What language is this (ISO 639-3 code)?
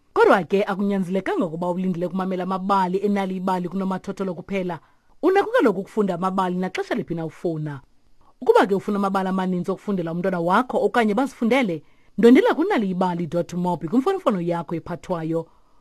xho